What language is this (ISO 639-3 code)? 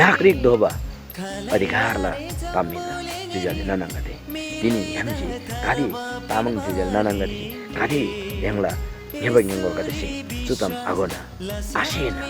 taj